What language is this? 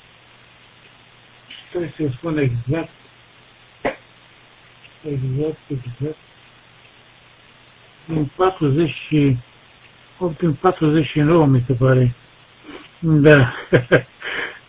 Romanian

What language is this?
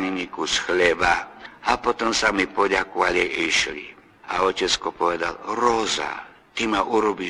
Slovak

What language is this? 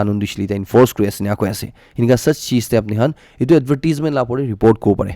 Naga Pidgin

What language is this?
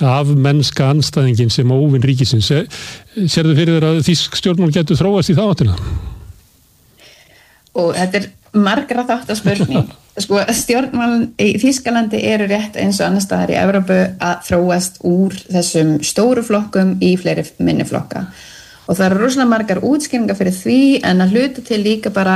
Icelandic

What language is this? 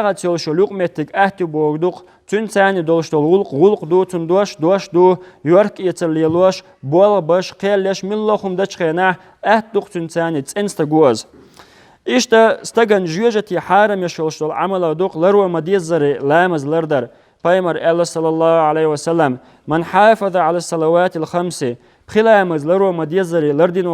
Chechen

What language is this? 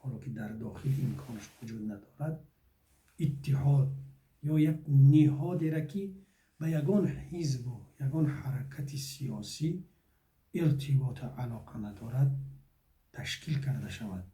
Tajik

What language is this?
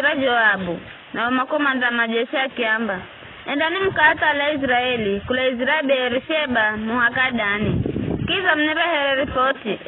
Giryama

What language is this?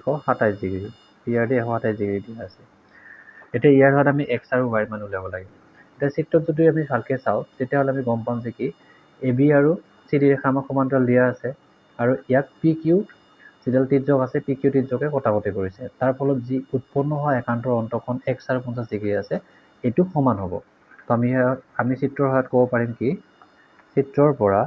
Assamese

